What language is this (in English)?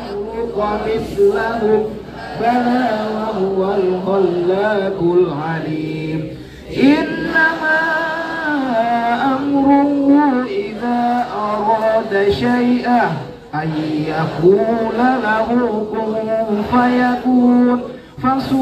Arabic